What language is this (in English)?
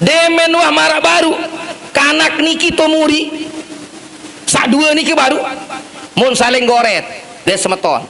Sasak